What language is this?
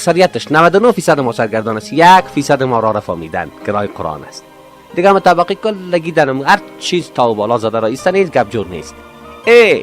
Persian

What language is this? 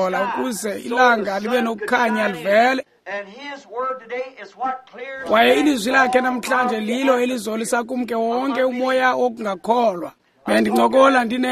Xhosa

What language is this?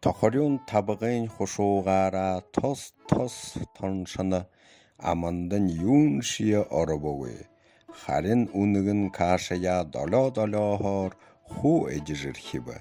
Buriat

